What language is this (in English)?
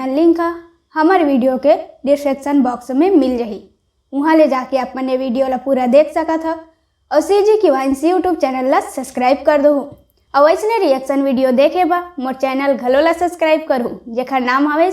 Chhattisgarhi